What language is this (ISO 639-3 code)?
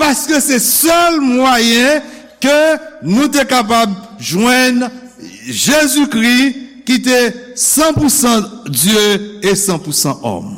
hat